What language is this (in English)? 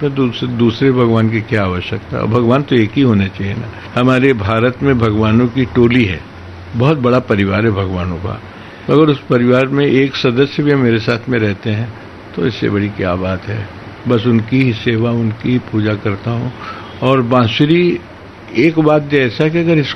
Hindi